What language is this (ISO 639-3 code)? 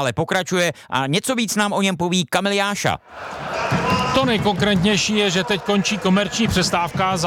ces